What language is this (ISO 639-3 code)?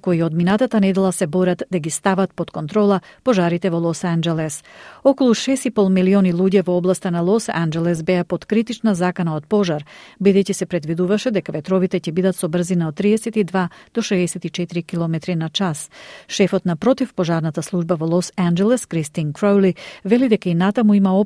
mkd